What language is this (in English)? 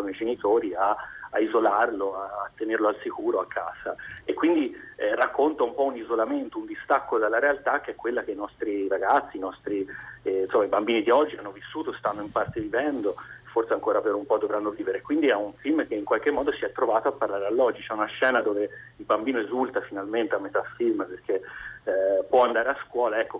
Italian